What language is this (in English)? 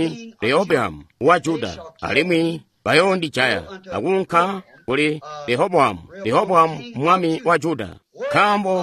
Tonga (Zambia)